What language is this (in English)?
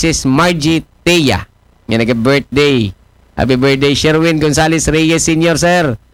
Aklanon